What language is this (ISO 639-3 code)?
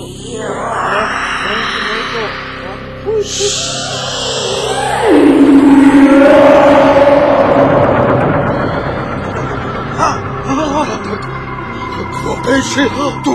bul